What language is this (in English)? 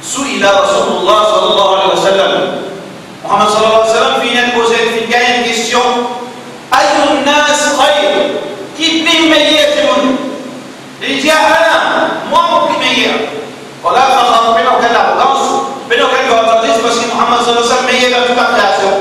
Morisyen